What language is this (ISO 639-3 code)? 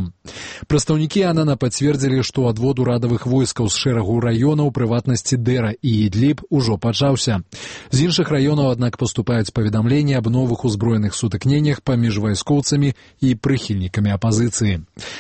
bel